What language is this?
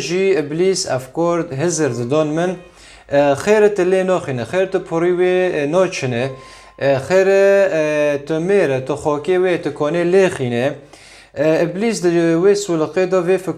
Kurdish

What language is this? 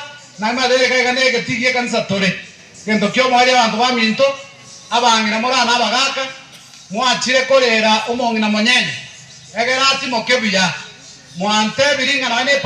Gusii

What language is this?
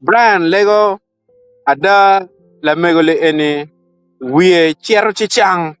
Acoli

